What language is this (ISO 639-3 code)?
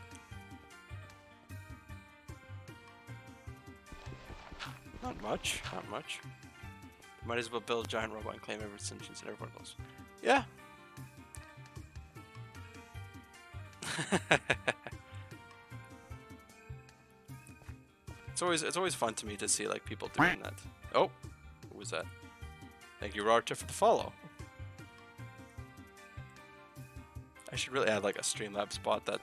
eng